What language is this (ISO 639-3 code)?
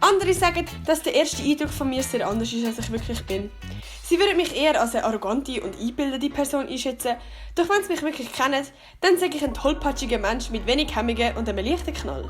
gsw